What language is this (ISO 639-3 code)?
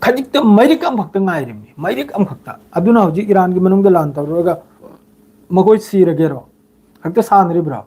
mni